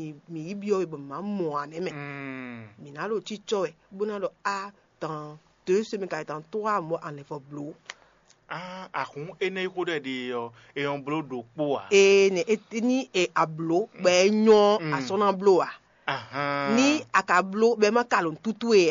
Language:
Fon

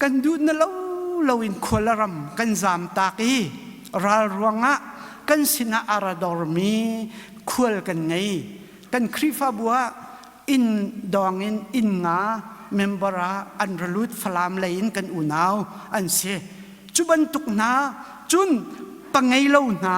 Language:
Hakha Chin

